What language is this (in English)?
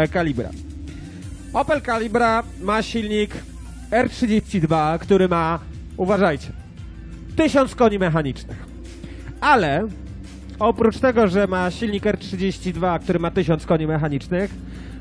Polish